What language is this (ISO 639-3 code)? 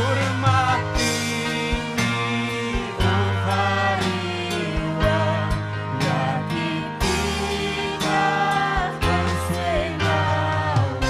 quy